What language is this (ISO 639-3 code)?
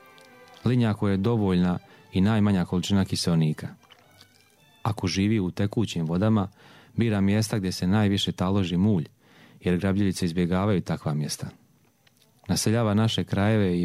hrv